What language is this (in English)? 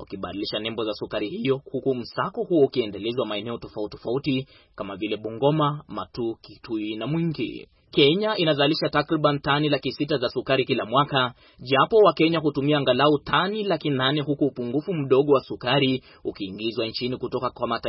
Swahili